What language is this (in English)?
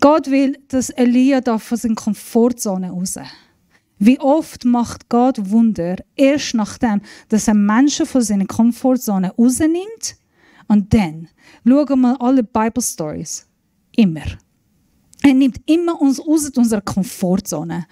Swiss German